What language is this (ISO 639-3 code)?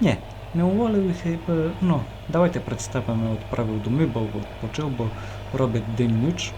rue